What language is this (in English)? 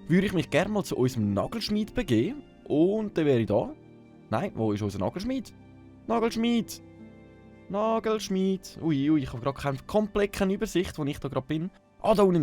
Swiss German